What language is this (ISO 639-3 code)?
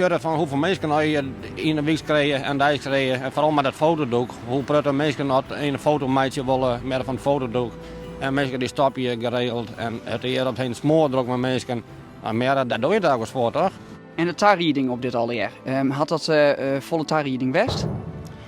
fry